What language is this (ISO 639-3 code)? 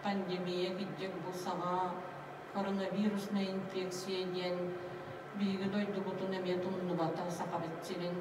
sah